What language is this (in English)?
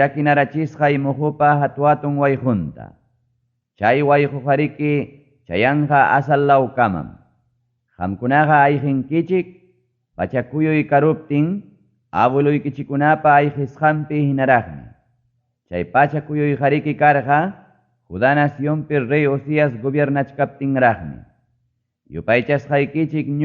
Ayacucho Quechua